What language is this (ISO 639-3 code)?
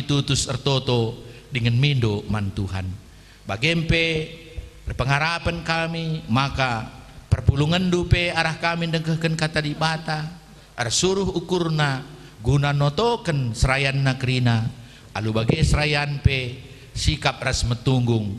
btx